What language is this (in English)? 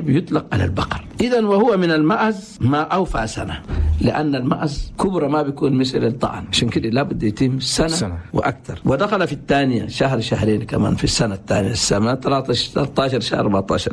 Chadian Arabic